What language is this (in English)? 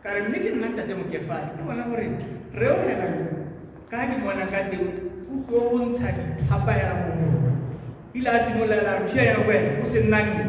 Tswana